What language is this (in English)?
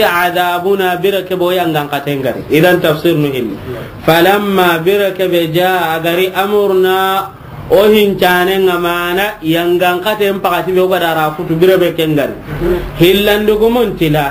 Soninke